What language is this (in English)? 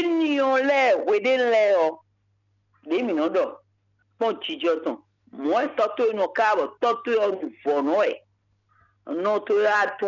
Fon